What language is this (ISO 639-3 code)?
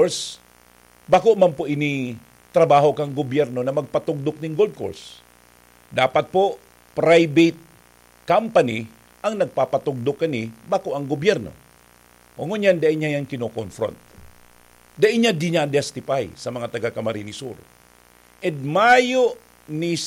bik